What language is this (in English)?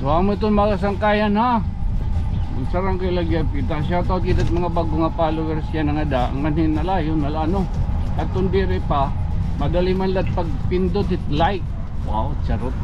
Waray